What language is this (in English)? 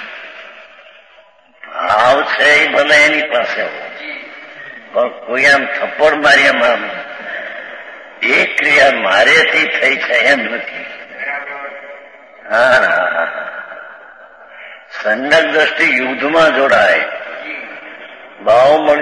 Gujarati